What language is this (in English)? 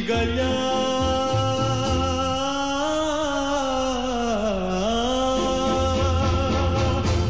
Greek